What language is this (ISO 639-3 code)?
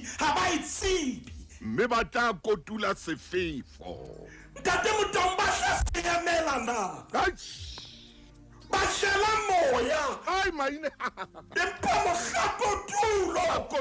sot